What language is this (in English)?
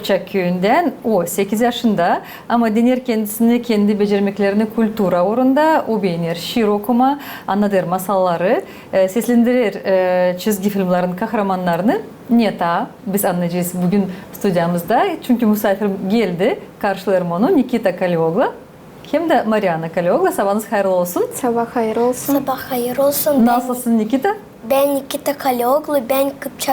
Gagauz